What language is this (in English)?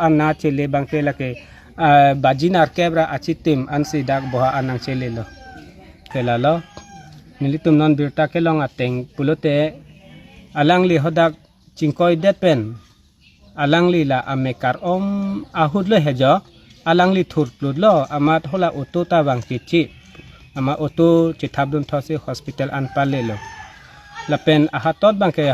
Karbi